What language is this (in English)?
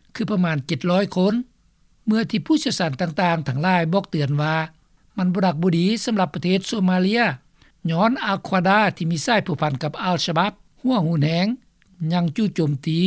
Lao